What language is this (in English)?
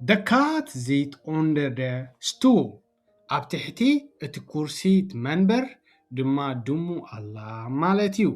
Tigrinya